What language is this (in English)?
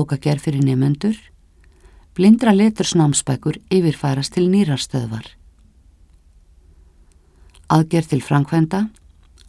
Icelandic